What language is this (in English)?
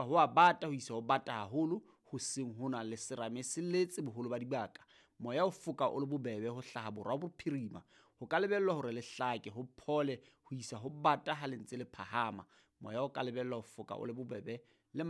Southern Sotho